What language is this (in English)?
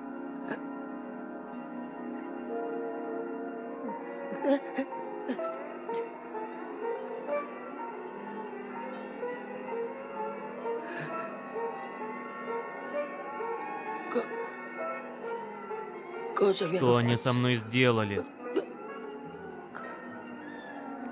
Russian